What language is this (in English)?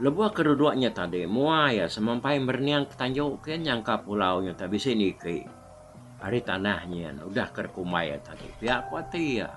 Iban